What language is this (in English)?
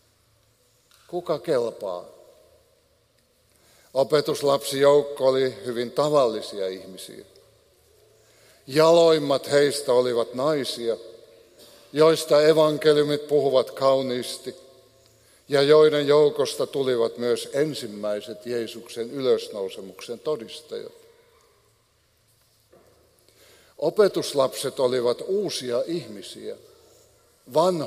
Finnish